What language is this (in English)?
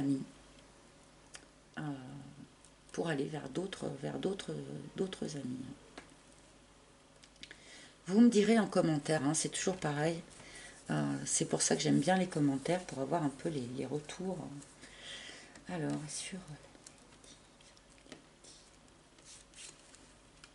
French